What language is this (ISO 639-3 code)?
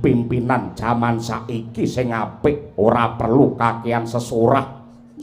jav